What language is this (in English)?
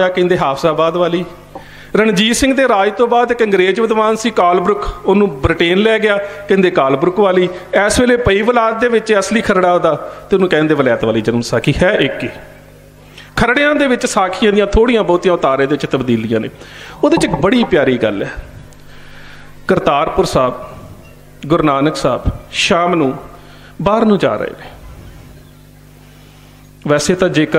Punjabi